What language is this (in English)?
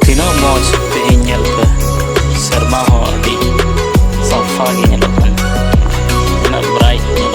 Santali